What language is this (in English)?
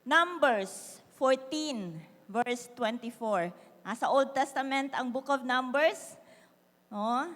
Cebuano